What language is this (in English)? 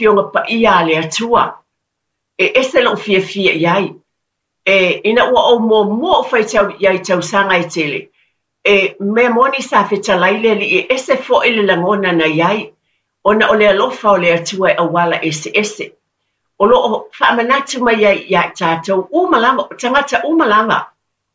Samoan